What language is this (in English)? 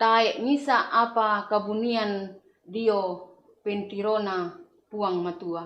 Toraja-Sa'dan